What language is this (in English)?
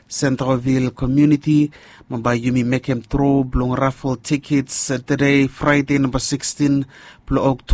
Bislama